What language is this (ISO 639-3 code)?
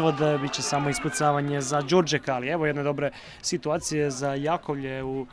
hrv